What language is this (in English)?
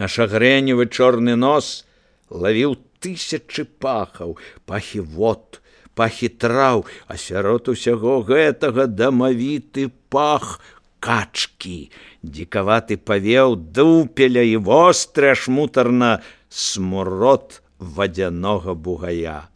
Belarusian